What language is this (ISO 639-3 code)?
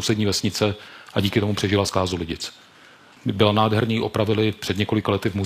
ces